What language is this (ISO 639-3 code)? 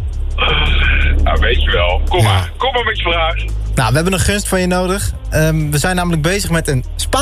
nld